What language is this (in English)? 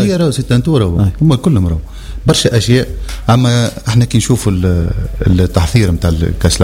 Tunisian Arabic